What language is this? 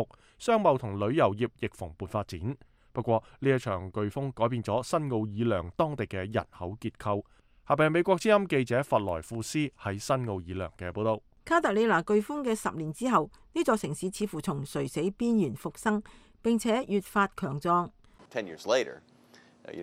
Cantonese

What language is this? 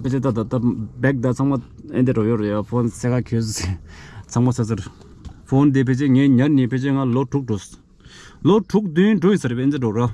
Tibetan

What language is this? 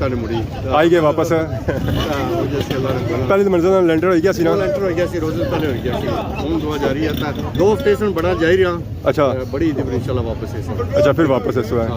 Pahari-Potwari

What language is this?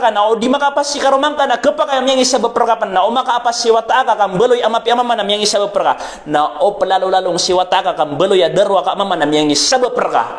Maranao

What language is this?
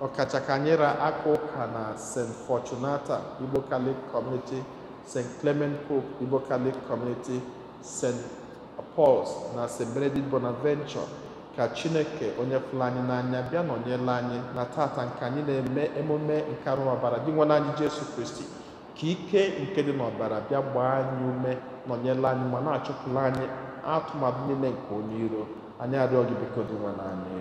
Igbo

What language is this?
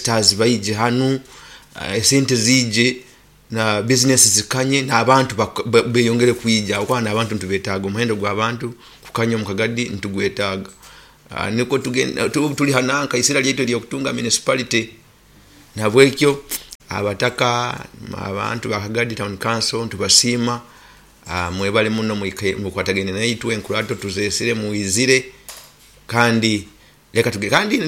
Nyoro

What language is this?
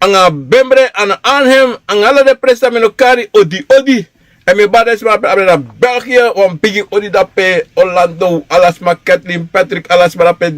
Sranan Tongo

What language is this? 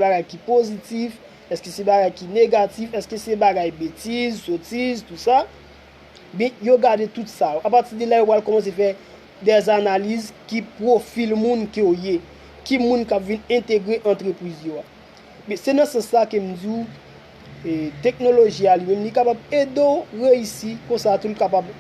Haitian Creole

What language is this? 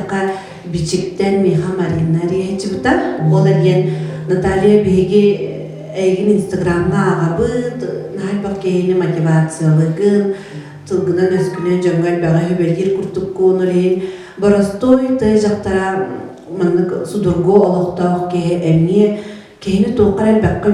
Yakut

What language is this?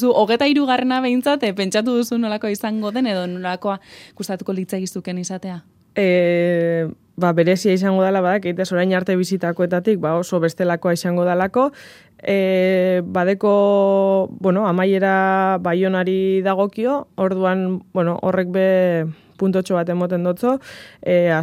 Basque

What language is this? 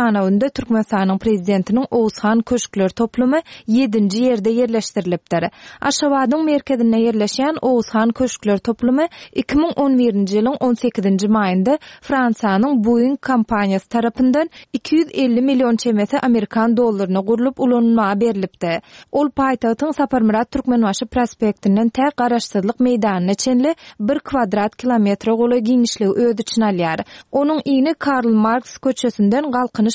Turkmen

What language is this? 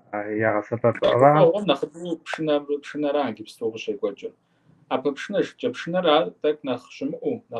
Kabardian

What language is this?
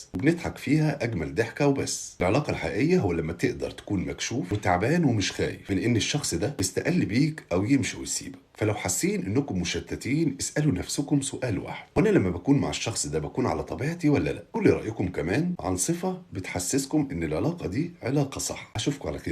Egyptian Arabic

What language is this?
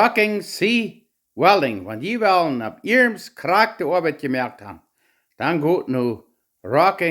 Plautdietsch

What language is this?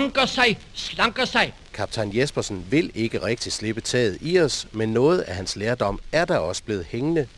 Danish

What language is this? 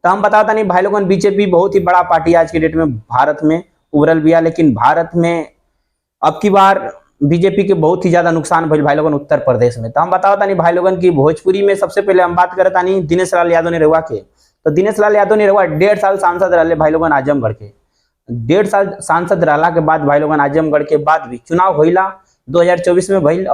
Bhojpuri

